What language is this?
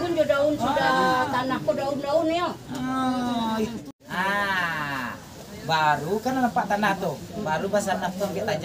Minangkabau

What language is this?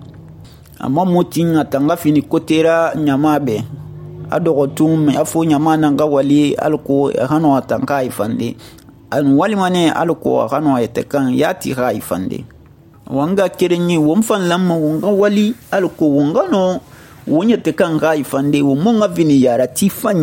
Susu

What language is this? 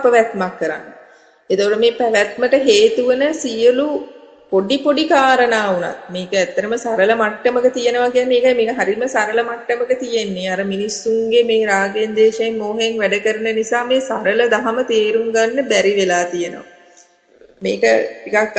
Sinhala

